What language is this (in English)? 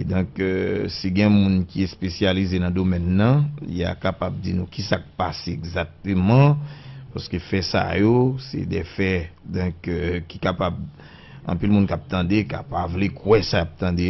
Haitian Creole